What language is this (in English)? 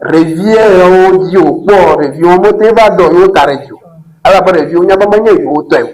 Ewe